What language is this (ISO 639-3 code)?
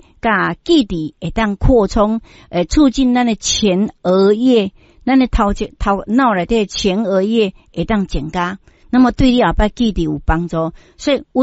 nan